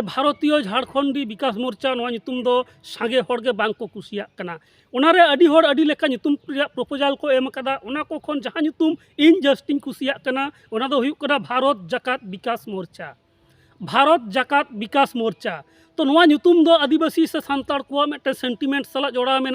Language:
Santali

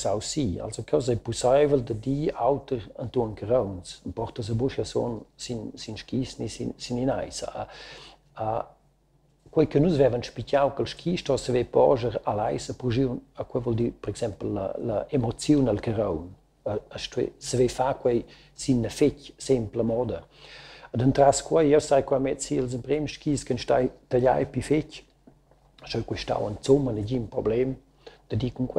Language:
Romansh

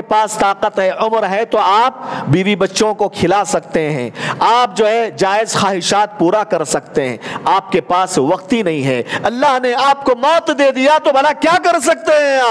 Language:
Urdu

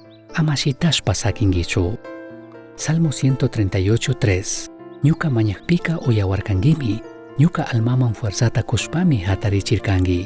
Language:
Chimborazo Highland Quichua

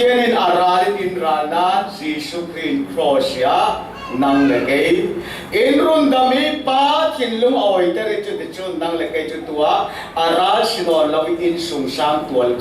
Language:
Falam Chin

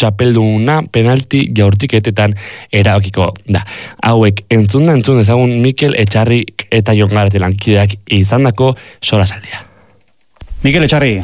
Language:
Basque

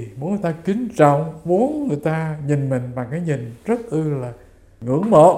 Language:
Vietnamese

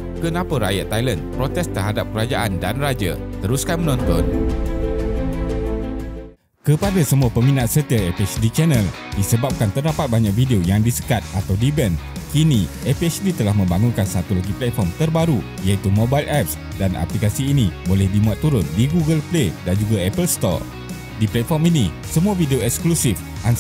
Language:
Malay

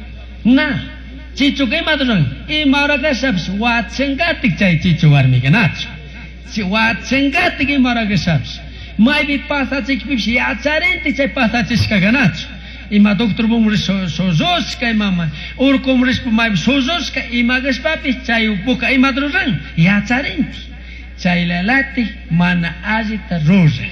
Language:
Chimborazo Highland Quichua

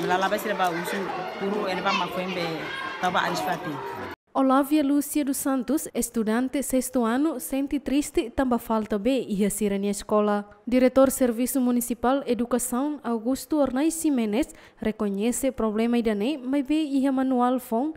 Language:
Tetum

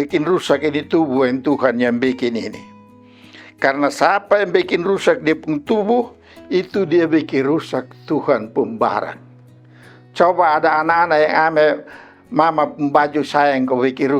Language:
Kupang Malay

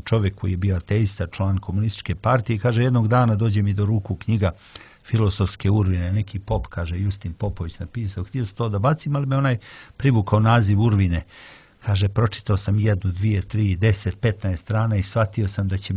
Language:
Serbian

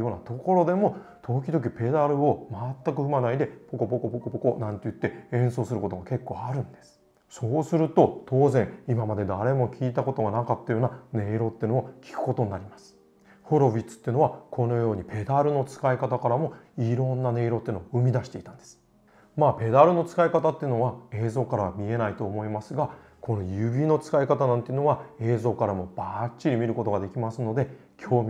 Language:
Japanese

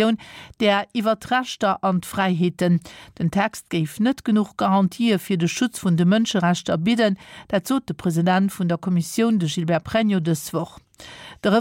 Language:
Luxembourgish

